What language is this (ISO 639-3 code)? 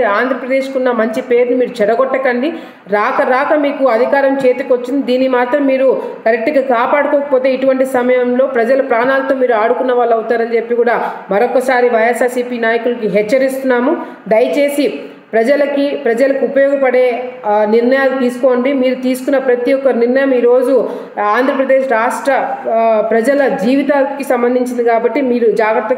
tel